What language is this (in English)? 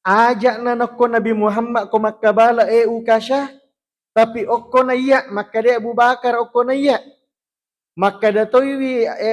Buginese